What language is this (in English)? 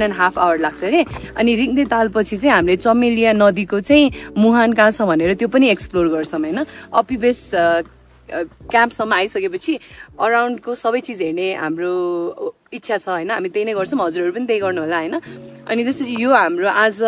Nepali